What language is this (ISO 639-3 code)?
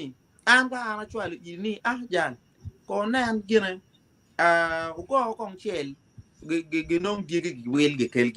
ach